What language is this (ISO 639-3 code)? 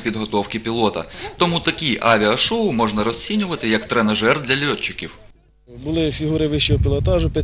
ukr